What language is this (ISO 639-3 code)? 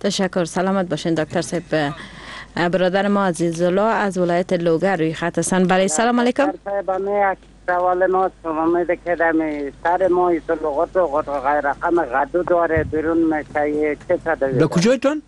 fas